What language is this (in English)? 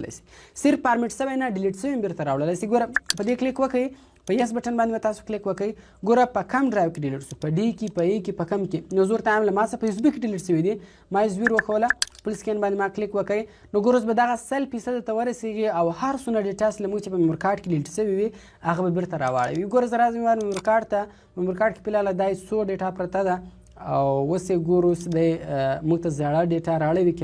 Pashto